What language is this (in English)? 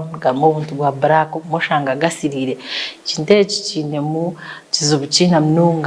Nyankole